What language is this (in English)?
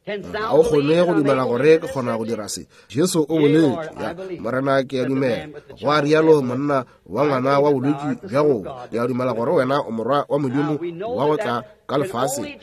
Northern Sotho